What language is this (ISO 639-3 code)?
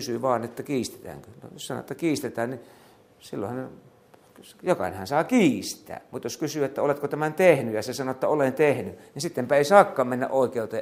fin